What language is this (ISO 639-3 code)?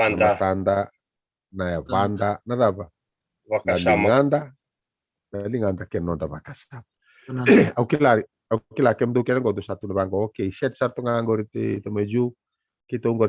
fij